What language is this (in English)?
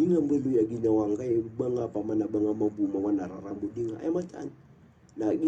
Maranao